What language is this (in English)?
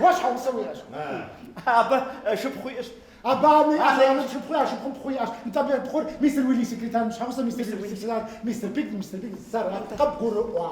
Kabardian